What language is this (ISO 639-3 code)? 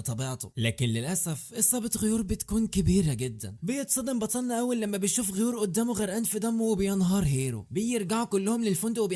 arz